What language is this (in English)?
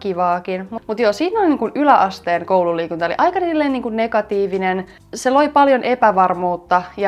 Finnish